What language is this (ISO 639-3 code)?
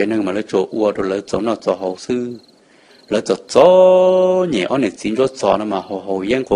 hmn